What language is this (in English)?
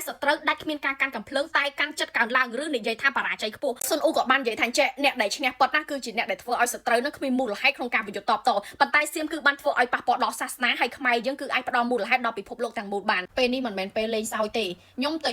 Khmer